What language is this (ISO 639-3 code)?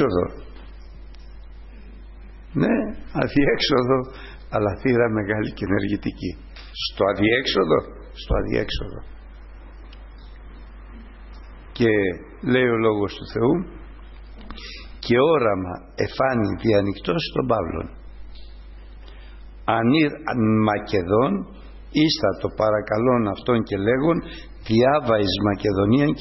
ell